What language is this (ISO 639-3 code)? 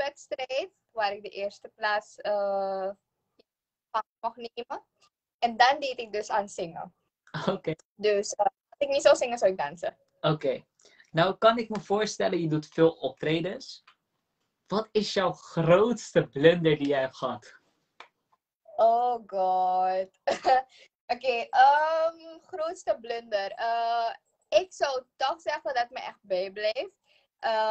nld